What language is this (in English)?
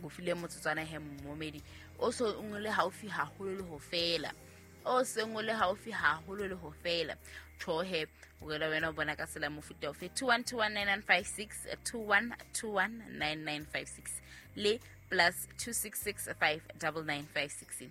Southern Sotho